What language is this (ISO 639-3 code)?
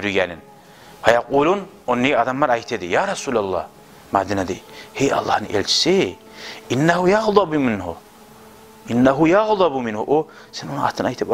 kum